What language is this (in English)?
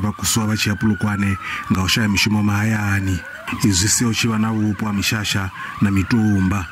Venda